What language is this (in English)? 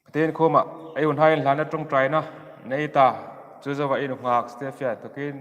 Hmar